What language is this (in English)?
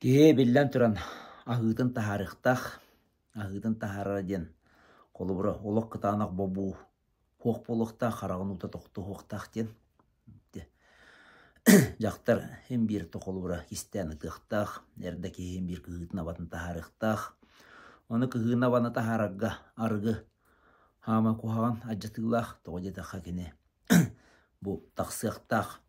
Yakut